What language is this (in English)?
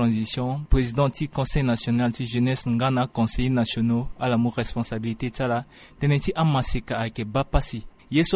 Sango